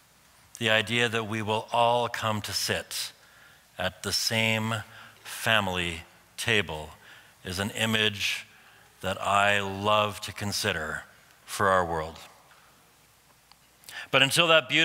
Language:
English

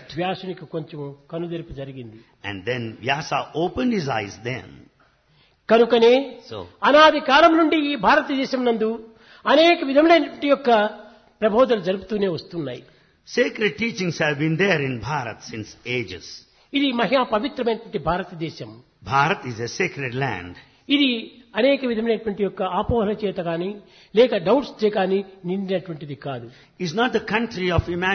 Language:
Telugu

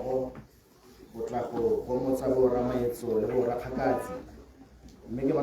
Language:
Tswana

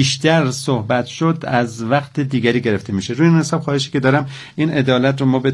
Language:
Persian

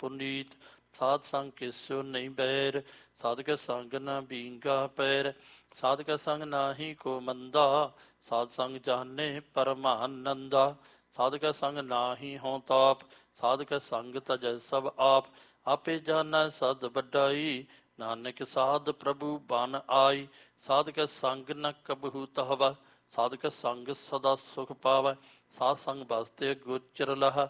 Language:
Punjabi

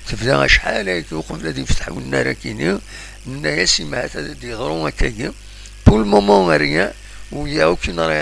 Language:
Kabyle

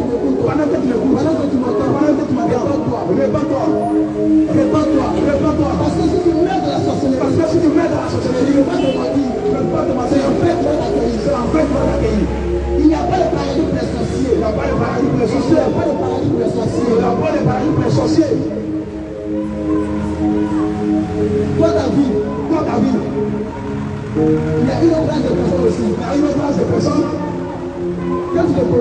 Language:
French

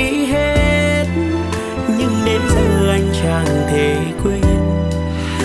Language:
Vietnamese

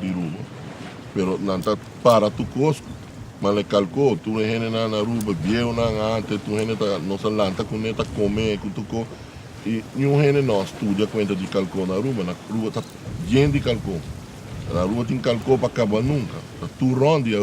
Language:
Papiamento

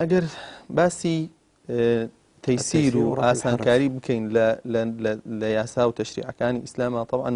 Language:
Central Kurdish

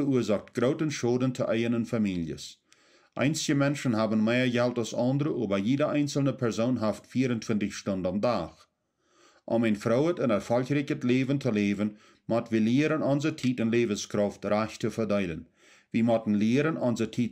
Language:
Plautdietsch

